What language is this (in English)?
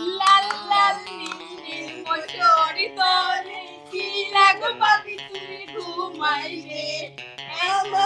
Sylheti